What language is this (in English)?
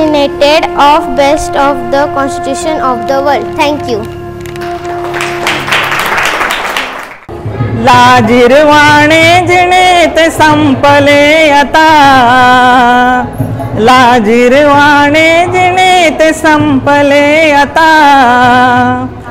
Marathi